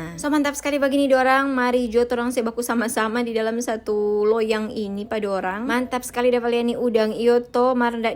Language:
Manado Malay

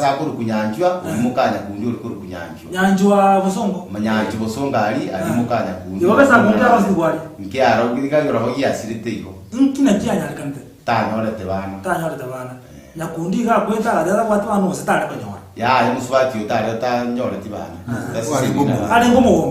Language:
Gusii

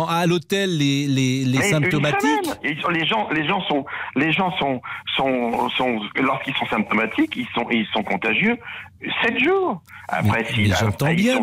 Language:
French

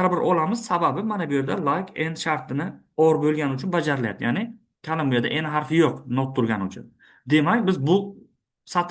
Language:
Uzbek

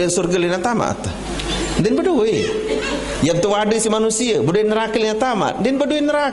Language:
Sasak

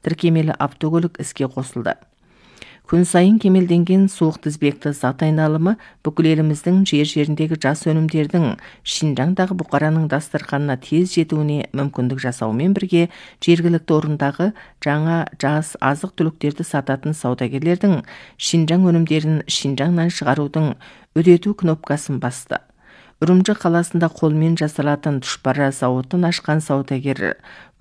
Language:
Kazakh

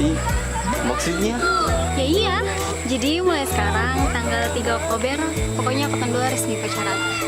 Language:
Ambonese Malay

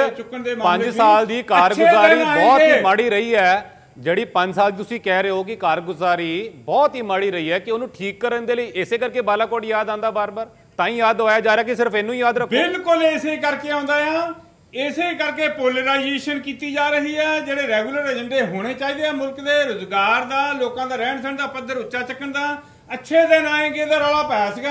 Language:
Punjabi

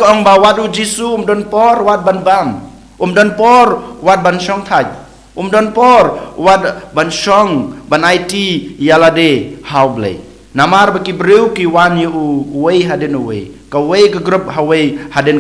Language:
Khasi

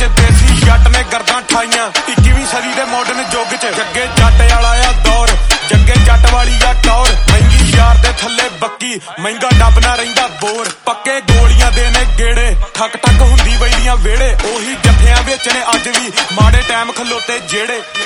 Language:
Punjabi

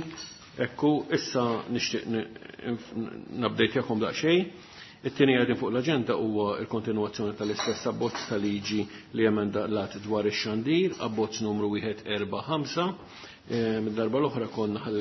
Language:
Maltese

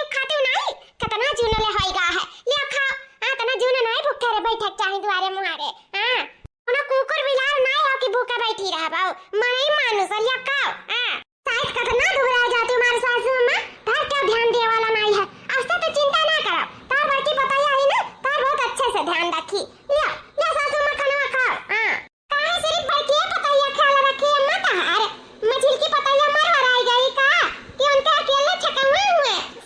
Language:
Awadhi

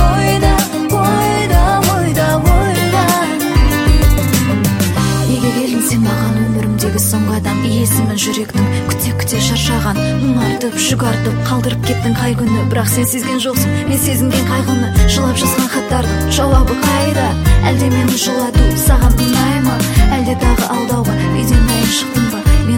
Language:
Kazakh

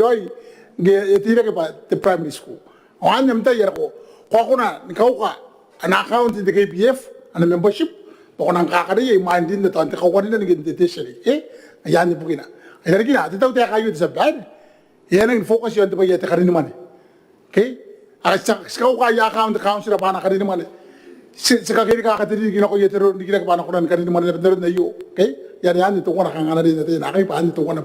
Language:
Gilbertese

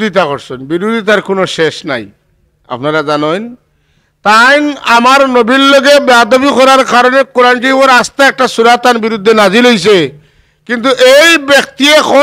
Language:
Sylheti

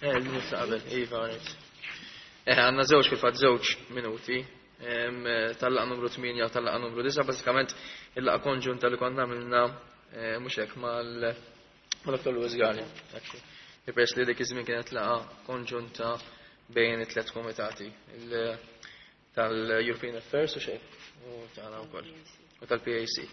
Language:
Maltese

